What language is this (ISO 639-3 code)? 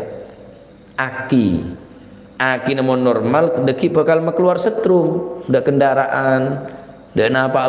mad